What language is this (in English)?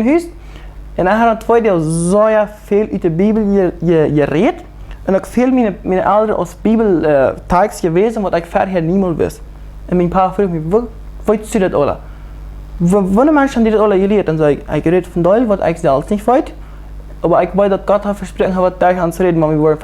Plautdietsch